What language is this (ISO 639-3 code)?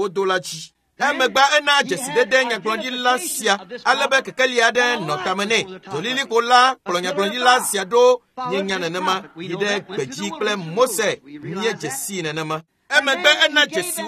ewe